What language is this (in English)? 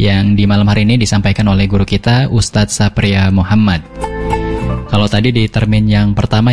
Indonesian